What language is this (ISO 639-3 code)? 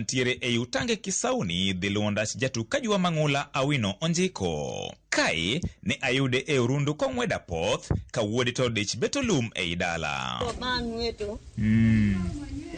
luo